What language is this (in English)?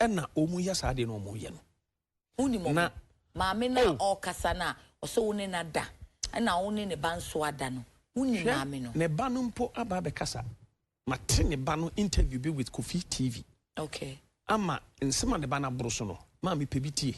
Akan